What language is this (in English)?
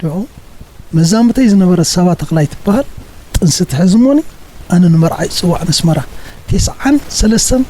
Tigrinya